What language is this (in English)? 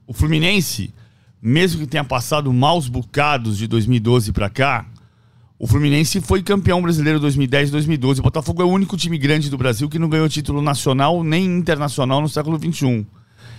Portuguese